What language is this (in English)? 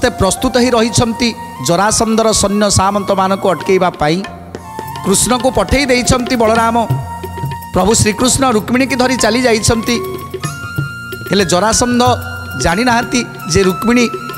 Odia